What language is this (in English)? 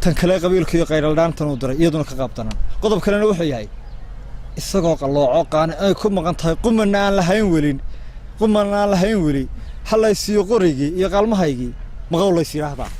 Somali